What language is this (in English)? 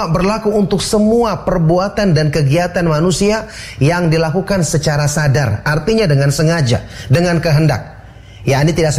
Indonesian